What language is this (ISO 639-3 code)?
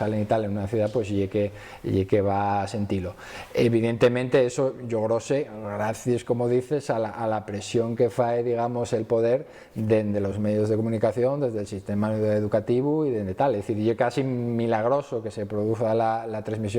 ast